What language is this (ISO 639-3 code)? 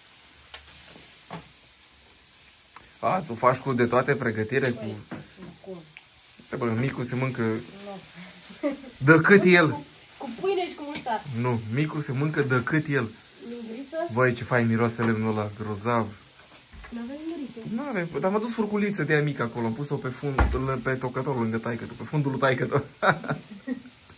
ron